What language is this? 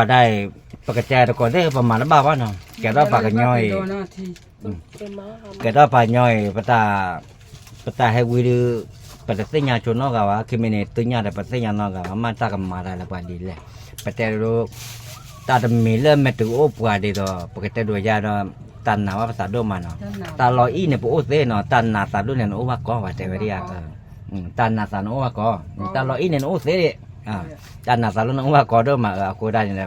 S'gaw Karen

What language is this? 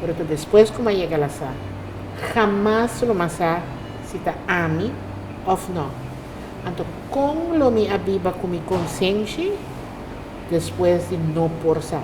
Papiamento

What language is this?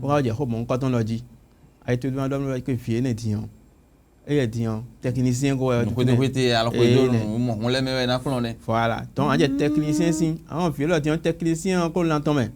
Fon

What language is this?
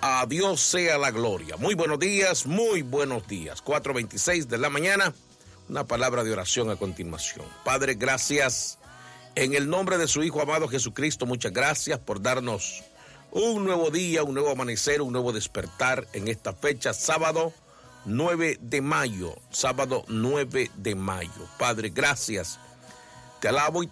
Spanish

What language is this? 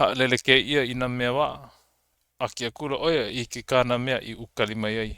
Hawaiian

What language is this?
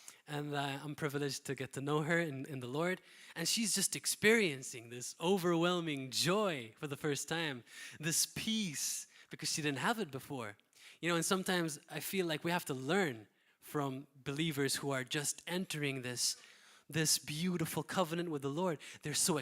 English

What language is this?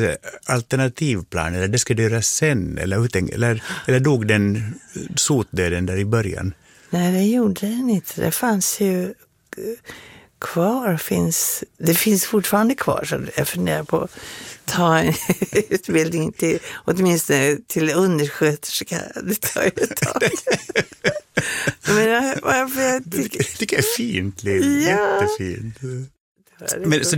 Swedish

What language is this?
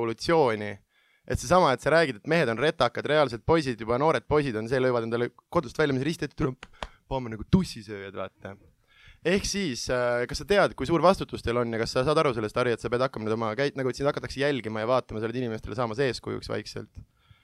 Estonian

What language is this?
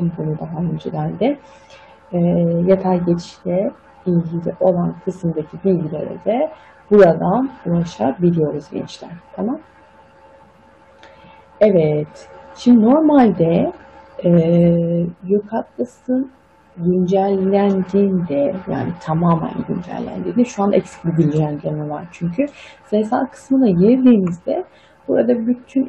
Turkish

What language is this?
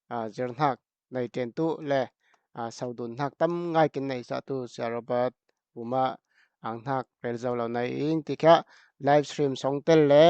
Falam Chin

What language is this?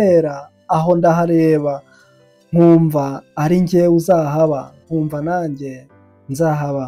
Kinyarwanda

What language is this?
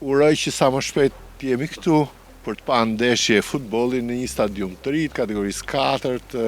Albanian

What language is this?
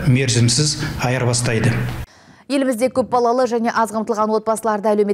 Kazakh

